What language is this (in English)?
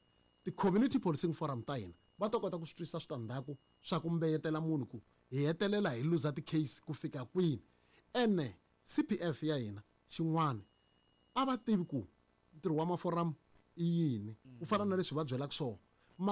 Tsonga